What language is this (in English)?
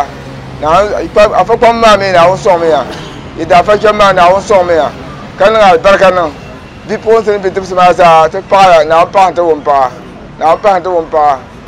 Dagbani